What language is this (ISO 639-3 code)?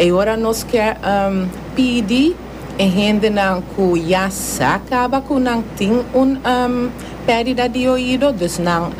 pap